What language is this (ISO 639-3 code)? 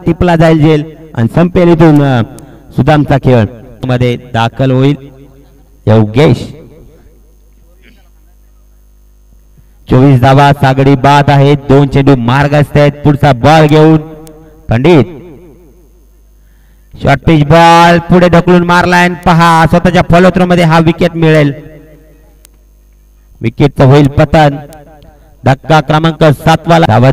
mar